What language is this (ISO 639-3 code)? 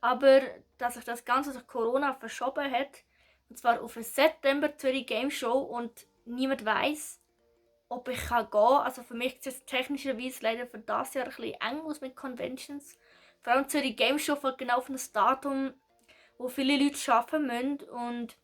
gsw